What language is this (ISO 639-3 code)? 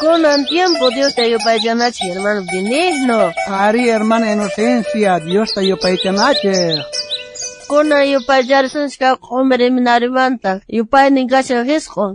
quh